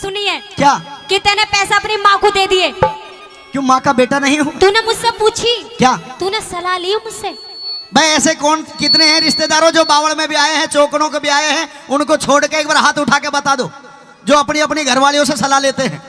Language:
Haryanvi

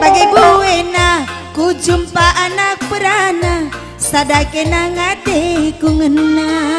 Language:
Batak Karo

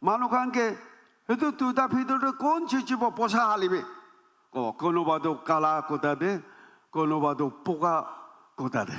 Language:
Naga Pidgin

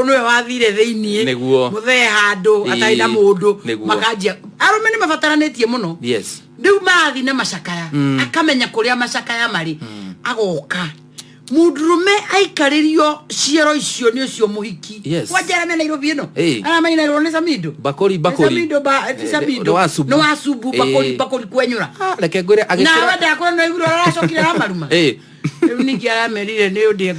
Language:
Kikuyu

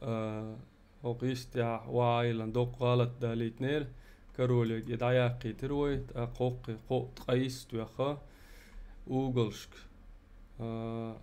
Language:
Chechen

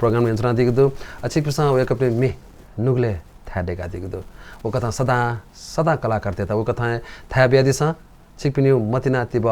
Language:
Newari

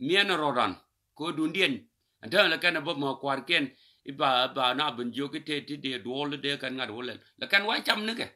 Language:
Nuer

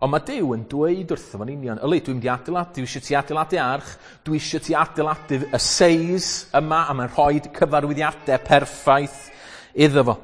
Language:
Welsh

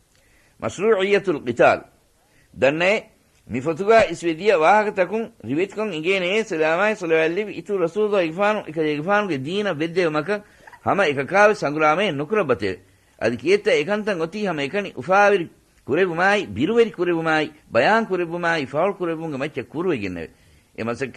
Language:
Divehi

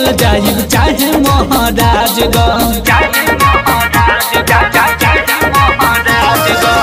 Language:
Bhojpuri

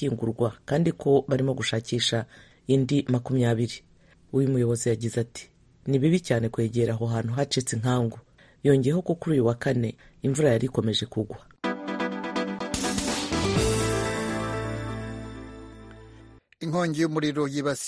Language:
Kinyarwanda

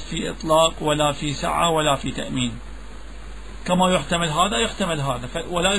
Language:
Arabic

